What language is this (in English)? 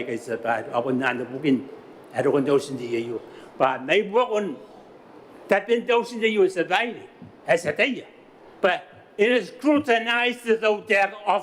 Gilbertese